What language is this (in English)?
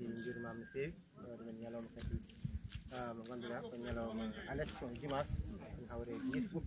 Fula